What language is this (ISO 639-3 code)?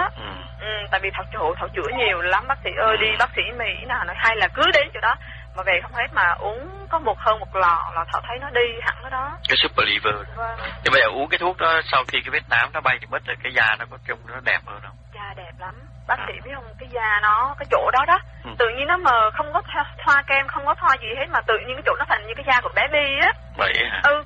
vie